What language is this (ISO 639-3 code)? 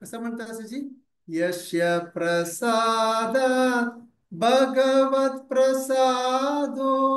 kok